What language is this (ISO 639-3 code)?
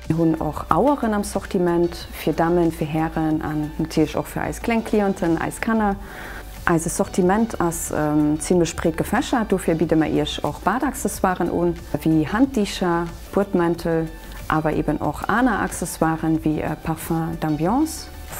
ltz